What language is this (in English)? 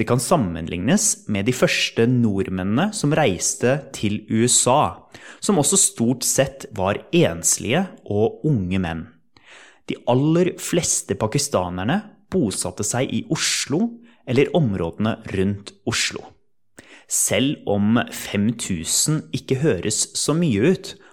Norwegian